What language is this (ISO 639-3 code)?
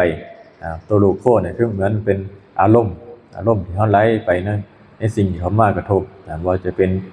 lao